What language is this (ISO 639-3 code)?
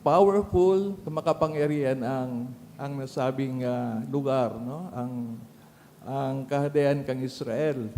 bik